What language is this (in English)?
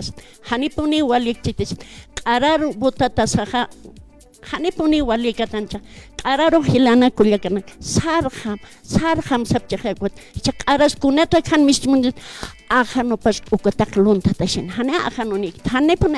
Aymara